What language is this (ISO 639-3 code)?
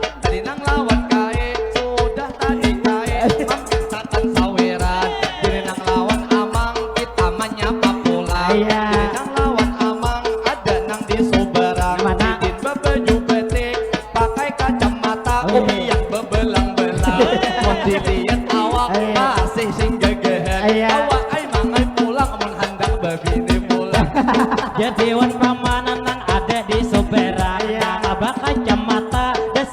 bjn